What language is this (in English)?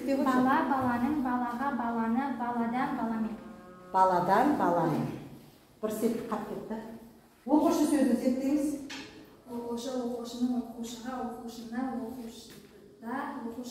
Kazakh